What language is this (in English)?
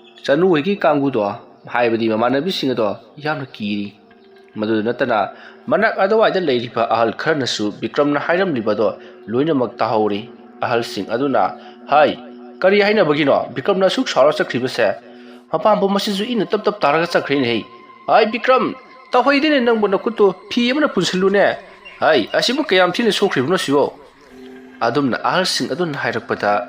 Manipuri